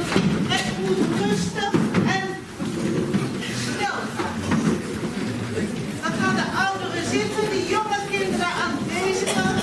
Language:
Dutch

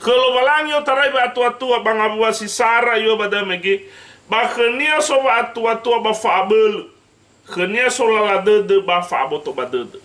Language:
Nias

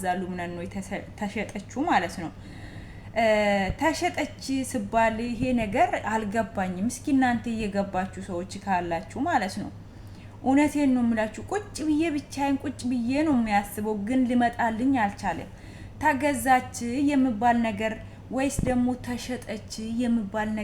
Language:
Amharic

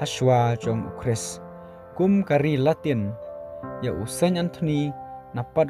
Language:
Khasi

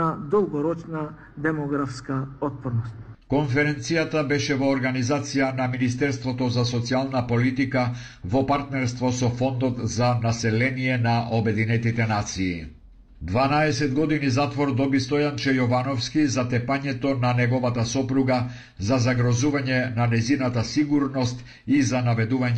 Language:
Macedonian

